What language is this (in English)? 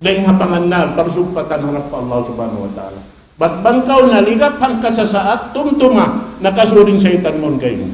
Tausug